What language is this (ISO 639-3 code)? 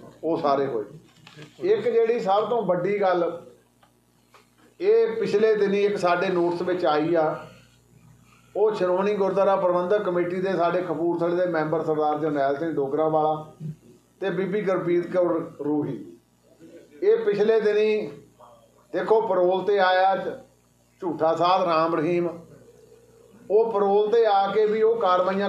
pan